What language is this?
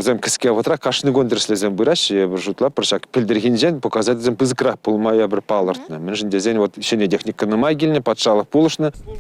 Chuvash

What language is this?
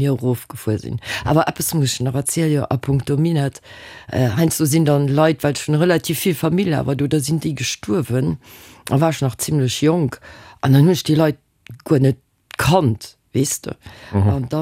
Luxembourgish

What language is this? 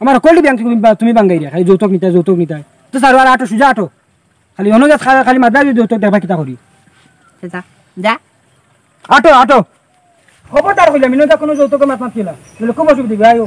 Sylheti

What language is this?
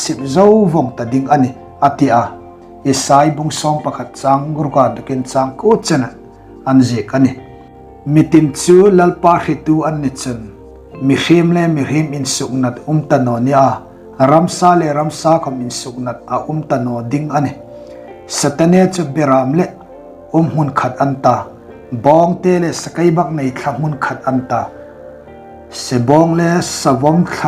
Hmar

